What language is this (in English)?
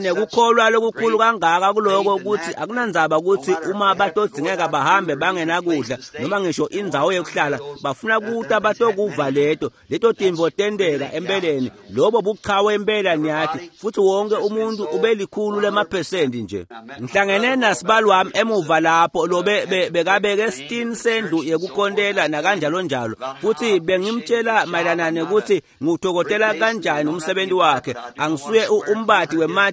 Swati